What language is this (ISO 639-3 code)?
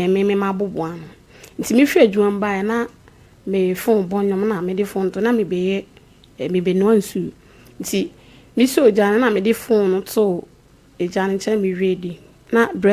aka